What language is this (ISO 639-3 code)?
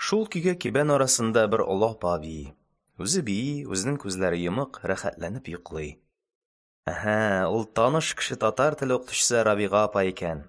tat